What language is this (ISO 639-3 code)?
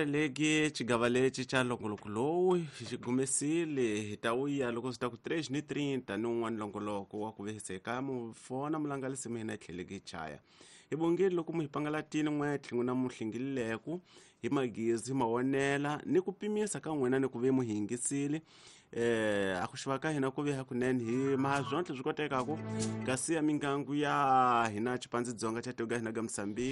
tso